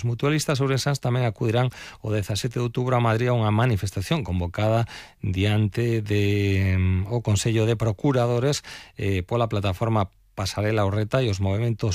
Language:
Galician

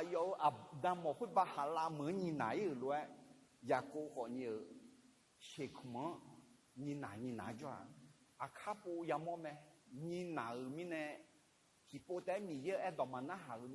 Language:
Akha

